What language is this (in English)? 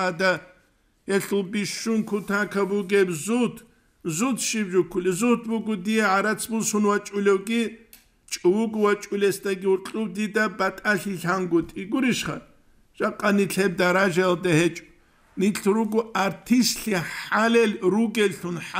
Avaric